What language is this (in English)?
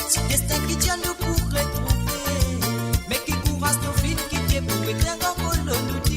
Morisyen